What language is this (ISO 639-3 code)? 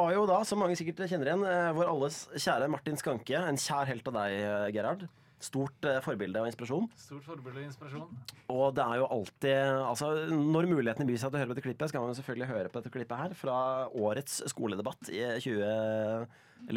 nor